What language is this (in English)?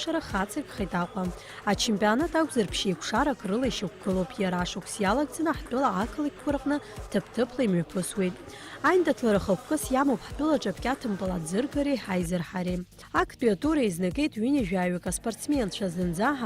Abkhazian